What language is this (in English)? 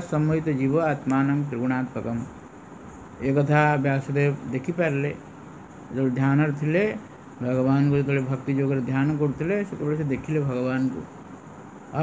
Odia